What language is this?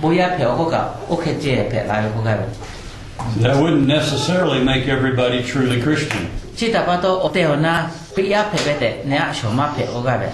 Lahu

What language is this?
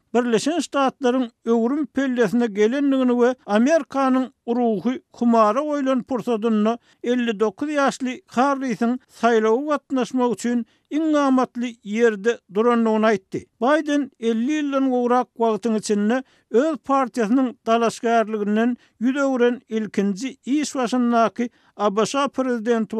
Turkmen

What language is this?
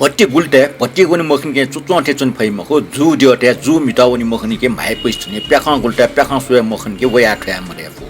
Newari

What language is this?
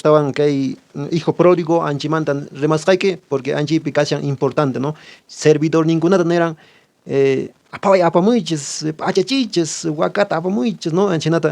Quechua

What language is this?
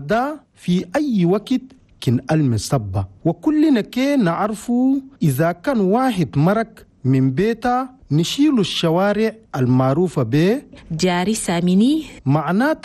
Chadian Arabic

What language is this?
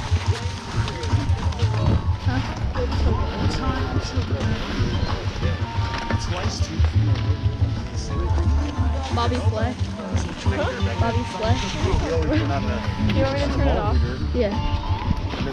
English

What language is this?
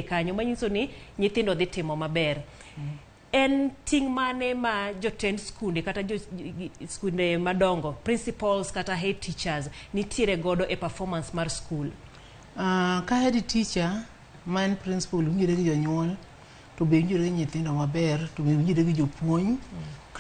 Luo (Kenya and Tanzania)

